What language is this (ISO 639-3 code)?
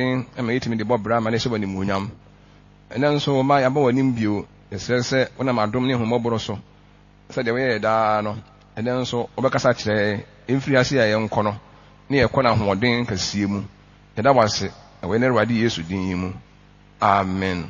aka